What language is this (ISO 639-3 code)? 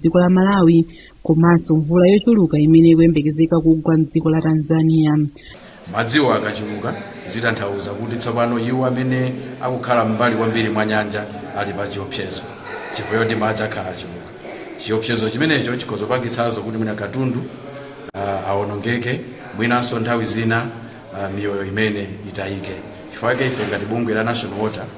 nya